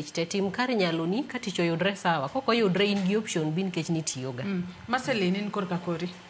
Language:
Luo (Kenya and Tanzania)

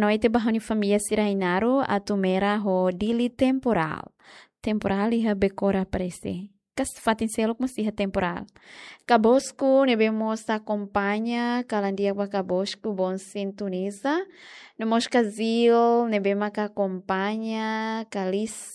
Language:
Tetum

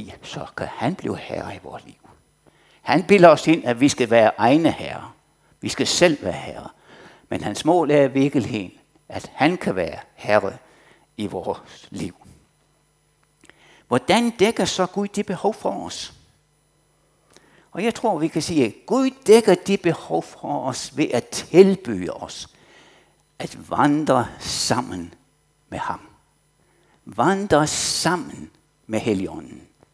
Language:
Danish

